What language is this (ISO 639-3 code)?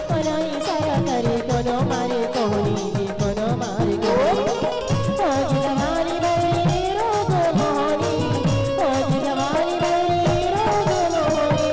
hne